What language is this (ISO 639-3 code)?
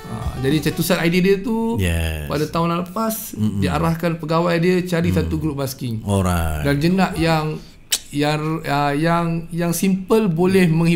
msa